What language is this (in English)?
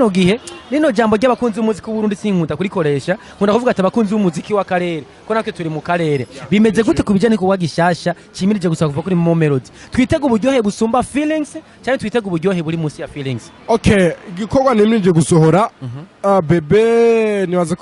Rundi